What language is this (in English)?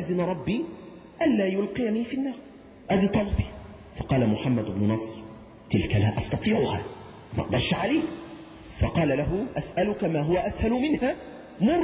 Arabic